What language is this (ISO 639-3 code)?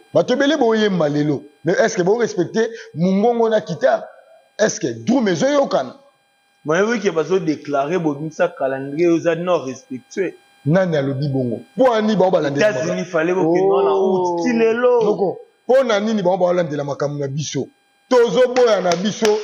lin